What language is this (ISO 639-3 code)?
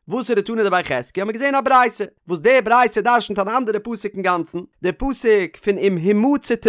yid